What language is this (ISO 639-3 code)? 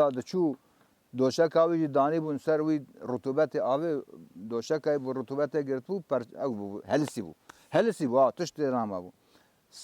kur